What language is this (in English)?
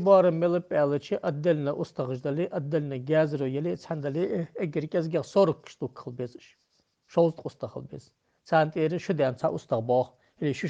Ingush